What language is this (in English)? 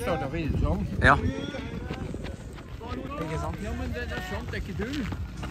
Norwegian